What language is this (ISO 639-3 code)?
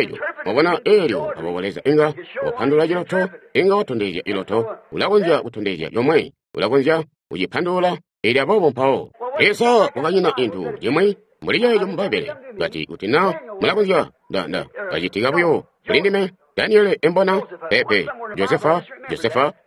toi